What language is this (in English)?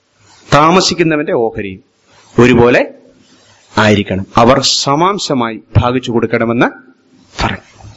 Malayalam